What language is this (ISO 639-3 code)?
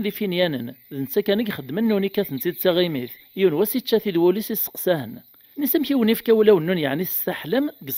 kab